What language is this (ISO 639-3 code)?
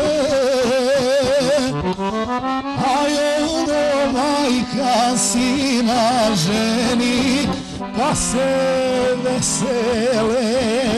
srp